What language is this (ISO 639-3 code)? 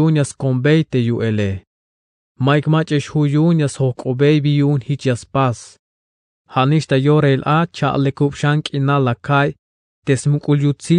tzh